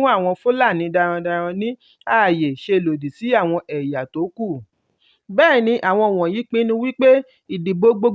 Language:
Yoruba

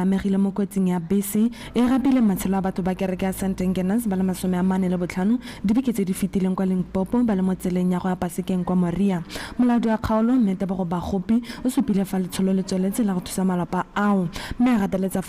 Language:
Tswana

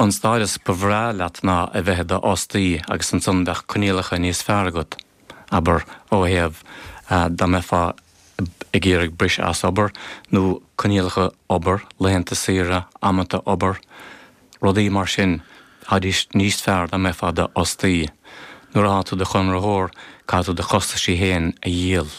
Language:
Irish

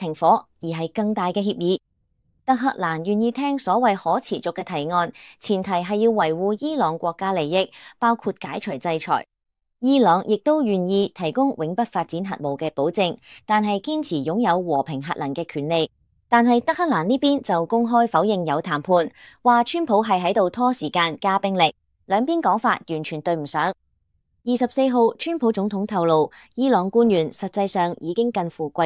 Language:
Cantonese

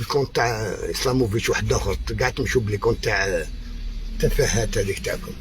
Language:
Algerian Arabic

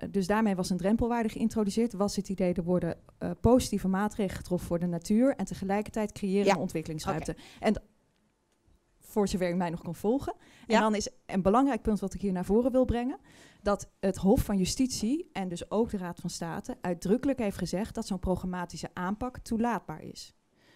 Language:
Dutch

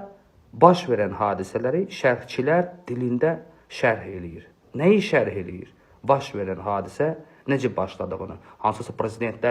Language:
Azerbaijani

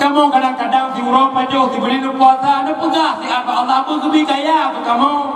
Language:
Achinese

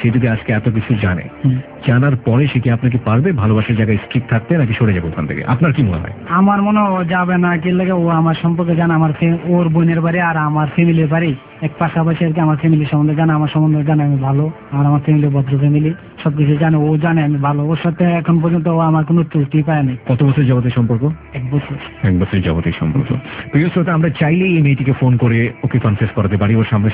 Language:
Bangla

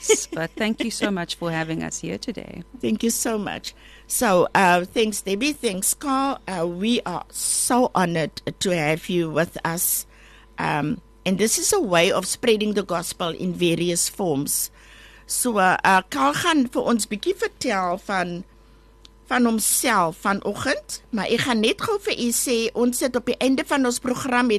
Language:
Afrikaans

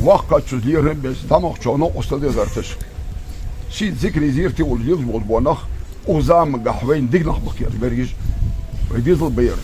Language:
Ingush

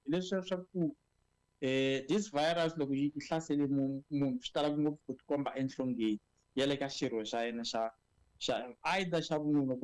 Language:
Tsonga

